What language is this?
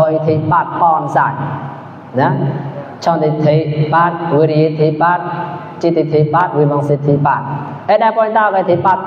Mon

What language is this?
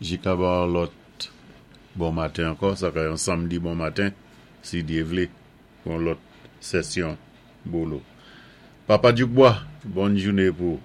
Saint Lucian Creole French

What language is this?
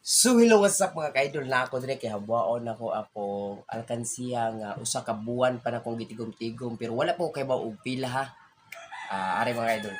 Cebuano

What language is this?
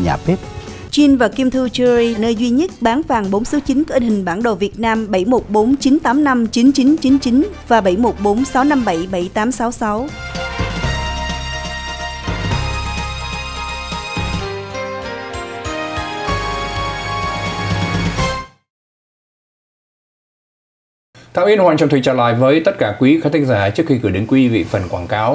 Vietnamese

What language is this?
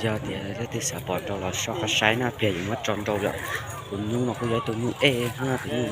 Hmong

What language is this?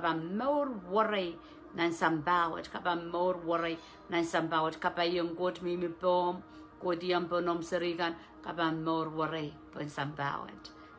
Pohnpeian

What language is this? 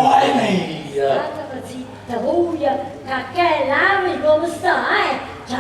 Neapolitan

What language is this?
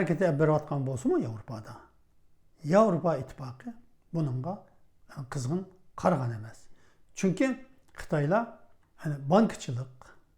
Uyghur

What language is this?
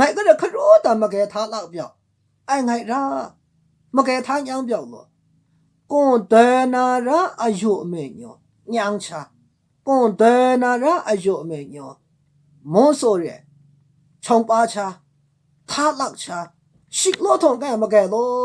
Maru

